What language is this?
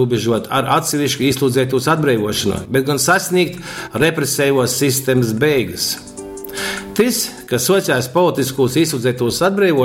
Latgalian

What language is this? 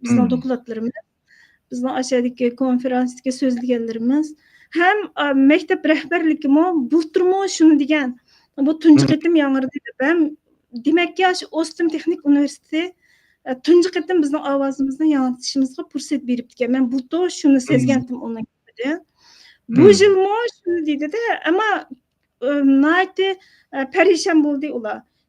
Uyghur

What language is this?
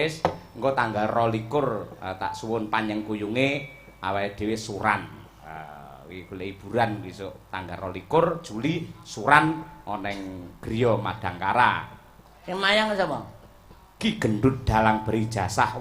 Javanese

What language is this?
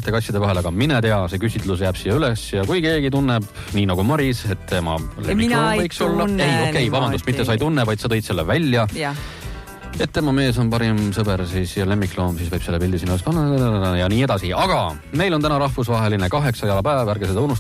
Estonian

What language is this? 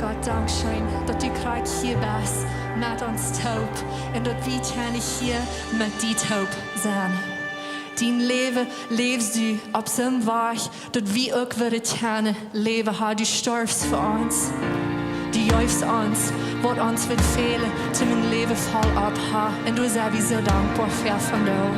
Plautdietsch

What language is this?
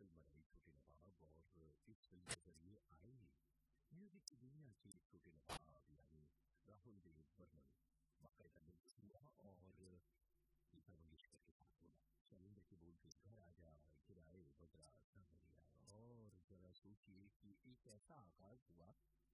Hindi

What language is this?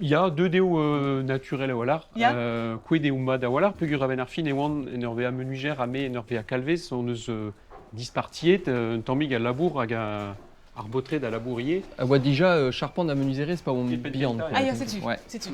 Breton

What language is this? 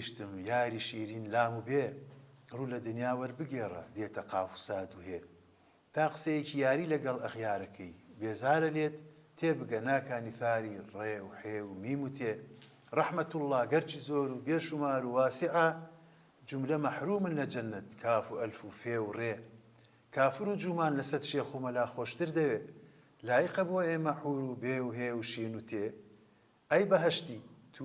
Central Kurdish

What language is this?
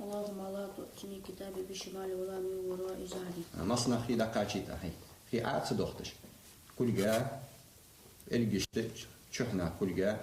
Ingush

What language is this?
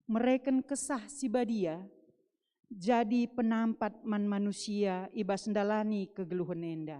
Batak Karo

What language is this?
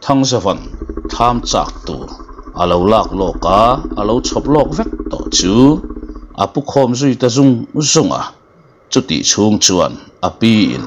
Mizo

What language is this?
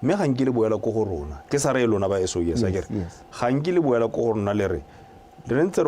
Tswana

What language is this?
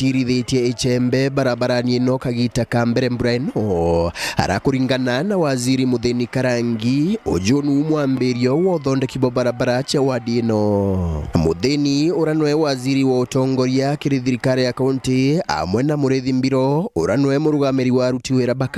Meru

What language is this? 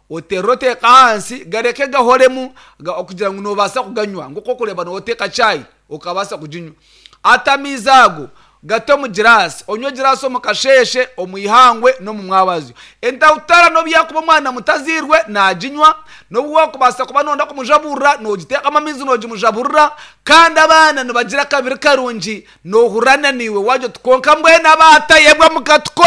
Nyankole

